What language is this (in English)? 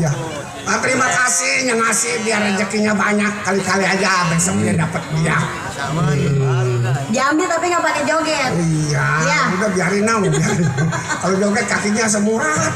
Betawi